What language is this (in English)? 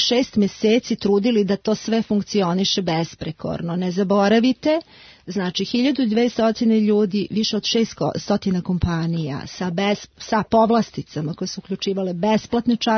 Serbian